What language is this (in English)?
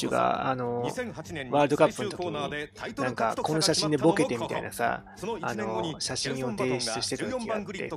Japanese